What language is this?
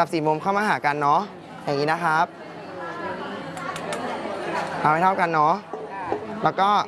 Thai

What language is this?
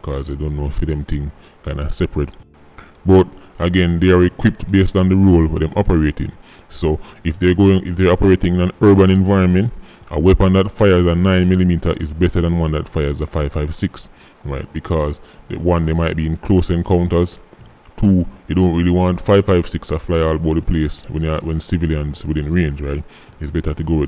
Jamaican Creole English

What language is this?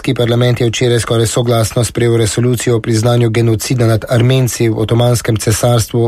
Slovenian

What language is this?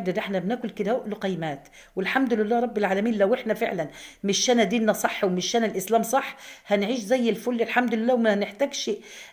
Egyptian Arabic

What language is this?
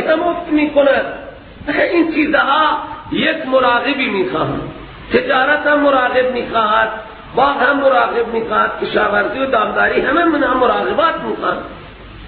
Persian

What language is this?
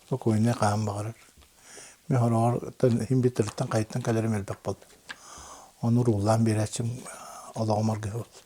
Yakut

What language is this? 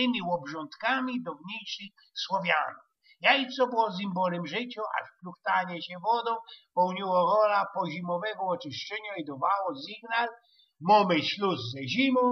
Silesian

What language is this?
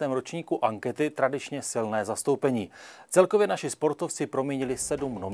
Czech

